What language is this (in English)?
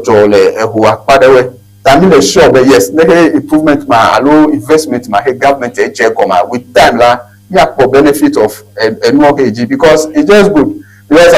Ewe